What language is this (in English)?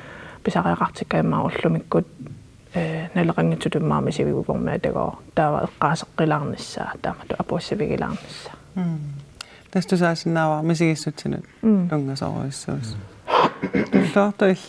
Kalaallisut